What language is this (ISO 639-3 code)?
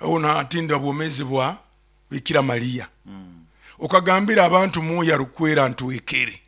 nyo